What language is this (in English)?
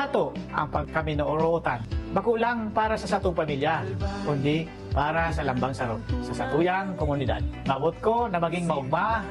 Bikol